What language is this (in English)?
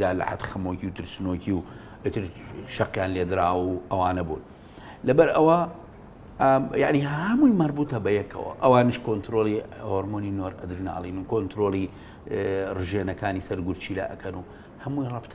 Central Kurdish